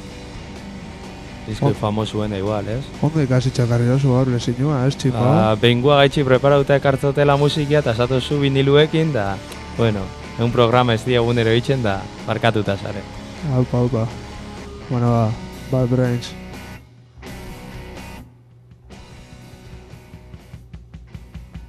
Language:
Basque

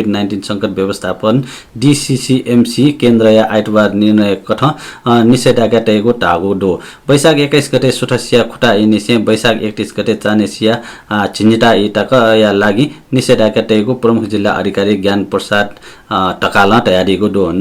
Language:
Newari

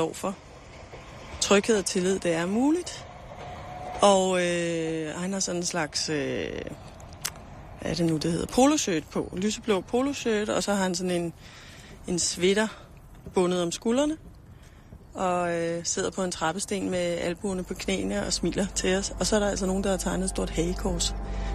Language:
Danish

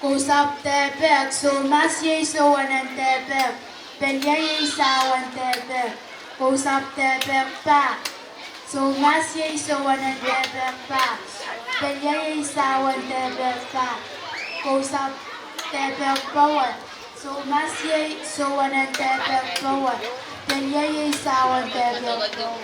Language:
Pohnpeian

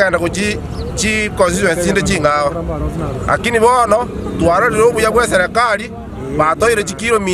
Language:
Gusii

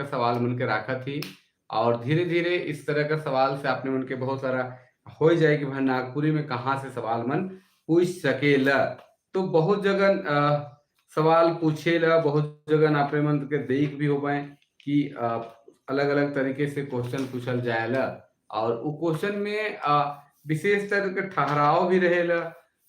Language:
Sadri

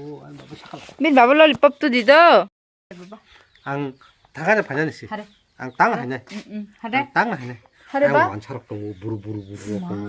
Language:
Kok Borok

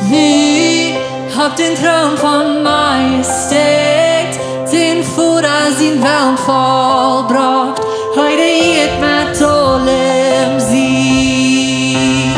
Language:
Plautdietsch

